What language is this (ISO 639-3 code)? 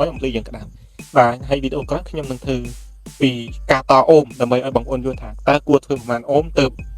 khm